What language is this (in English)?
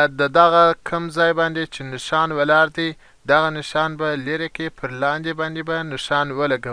Pashto